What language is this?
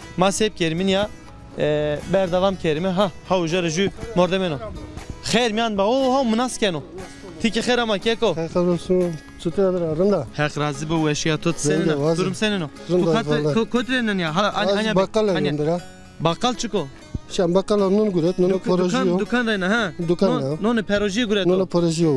Zaza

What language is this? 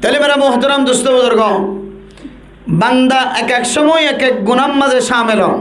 Rohingya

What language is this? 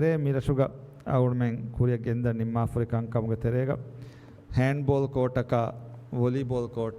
Divehi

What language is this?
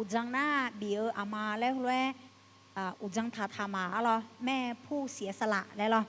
Akha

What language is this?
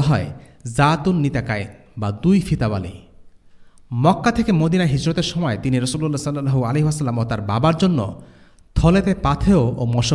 Bangla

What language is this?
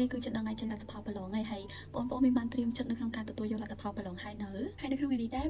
Khmer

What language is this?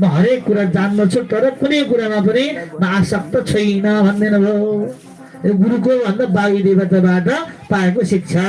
Nepali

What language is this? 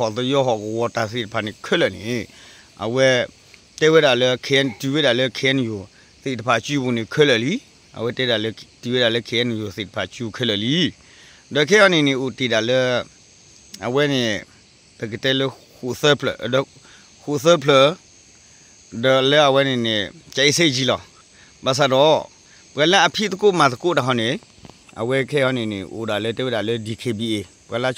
S'gaw Karen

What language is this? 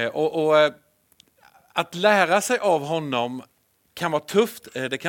Swedish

